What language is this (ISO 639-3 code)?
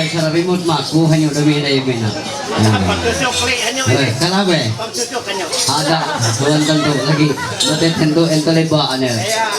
mhy